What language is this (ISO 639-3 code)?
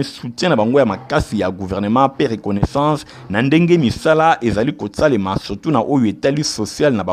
lin